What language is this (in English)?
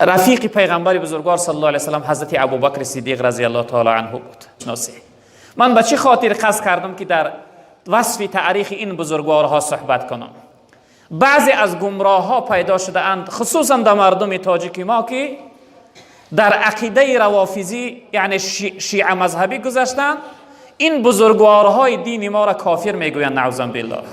Tajik